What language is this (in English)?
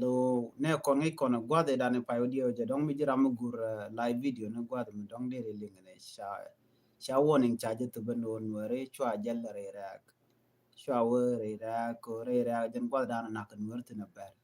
Nuer